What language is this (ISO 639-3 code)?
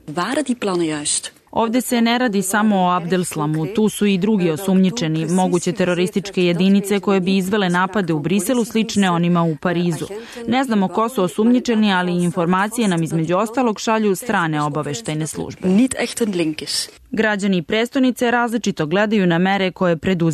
srp